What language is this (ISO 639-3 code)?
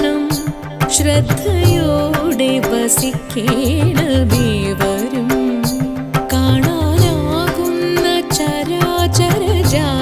mal